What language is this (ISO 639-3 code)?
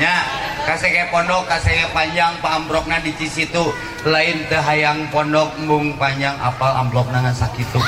sun